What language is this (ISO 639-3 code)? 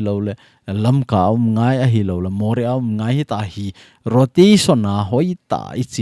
tcz